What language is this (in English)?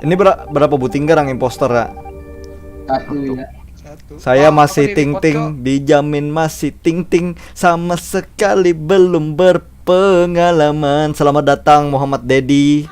Banjar